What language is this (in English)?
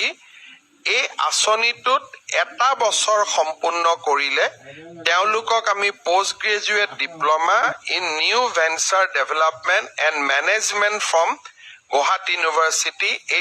Assamese